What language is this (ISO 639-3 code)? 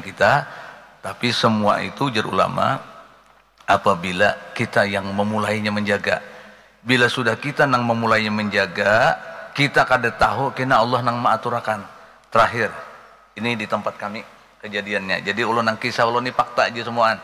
bjn